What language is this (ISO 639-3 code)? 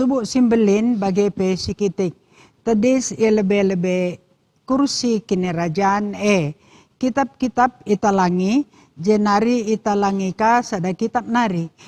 btx